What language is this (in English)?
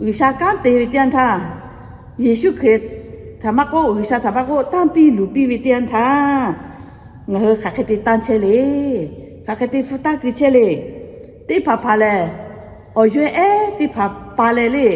Lahu